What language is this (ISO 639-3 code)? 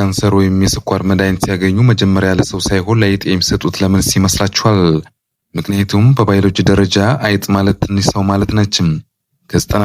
amh